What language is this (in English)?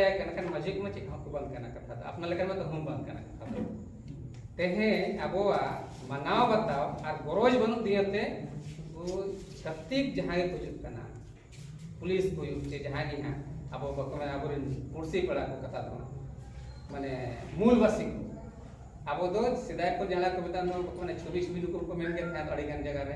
Santali